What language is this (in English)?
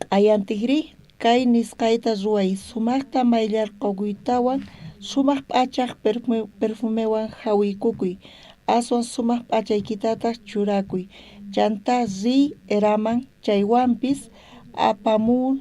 South Bolivian Quechua